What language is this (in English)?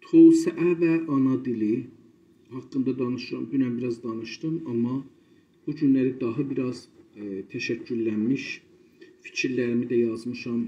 South Azerbaijani